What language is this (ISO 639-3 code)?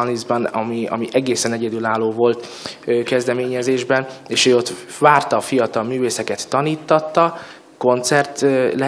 hun